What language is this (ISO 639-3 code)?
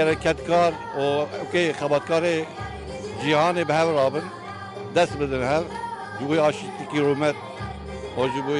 kur